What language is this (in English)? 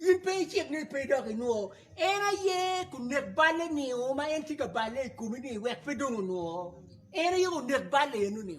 Acoli